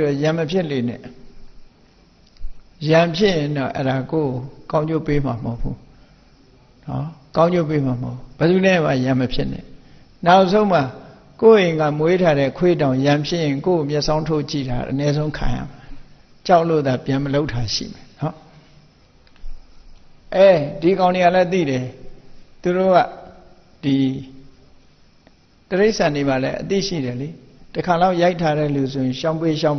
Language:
Burmese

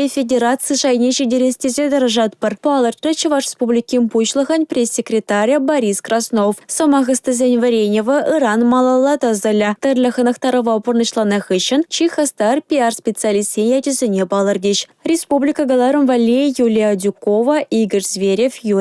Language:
Chuvash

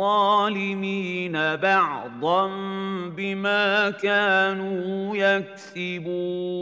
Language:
Arabic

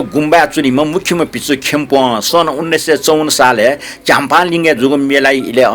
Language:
Newari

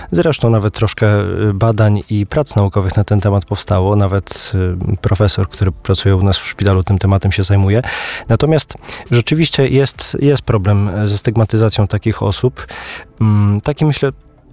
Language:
Polish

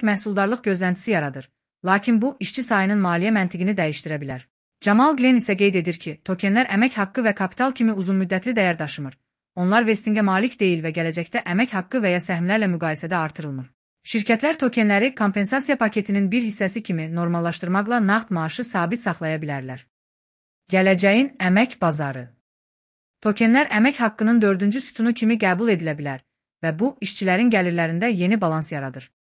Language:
Azerbaijani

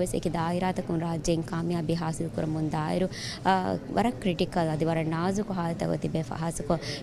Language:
Divehi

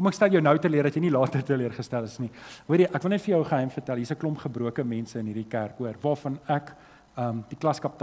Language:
Afrikaans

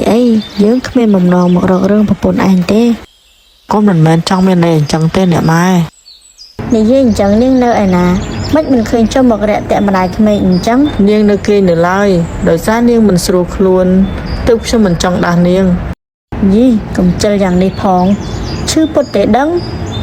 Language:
Khmer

